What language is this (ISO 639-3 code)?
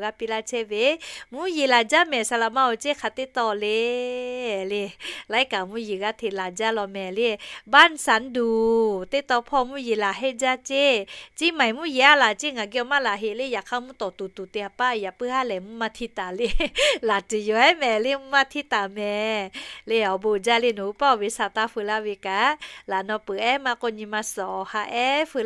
lhu